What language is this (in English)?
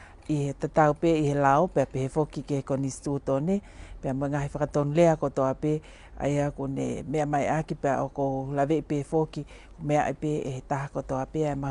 Tongan